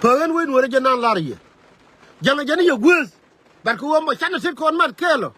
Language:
Nuer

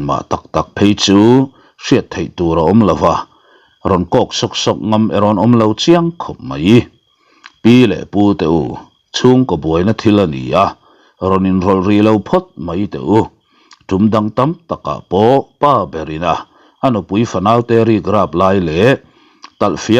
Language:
Mizo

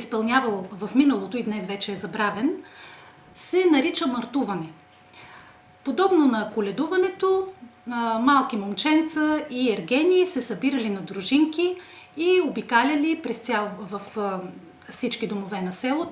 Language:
Bulgarian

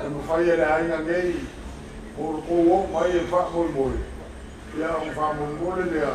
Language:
Samoan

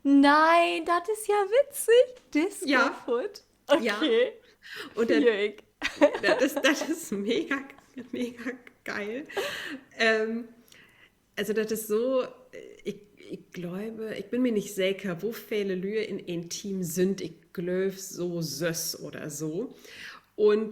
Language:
Low German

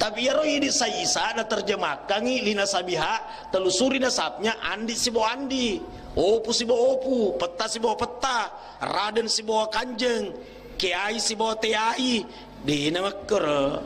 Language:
Buginese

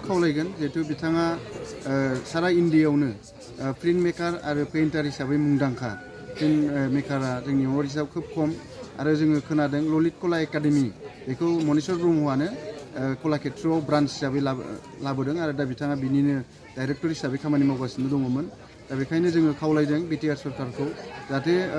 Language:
Bodo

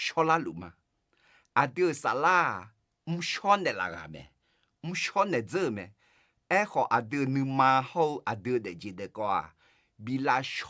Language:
Akha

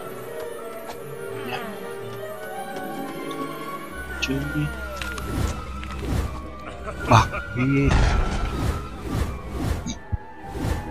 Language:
Indonesian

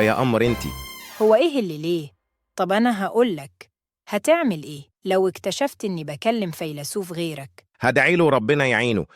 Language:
Egyptian Arabic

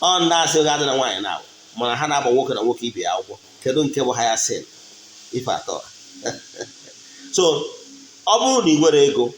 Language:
Igbo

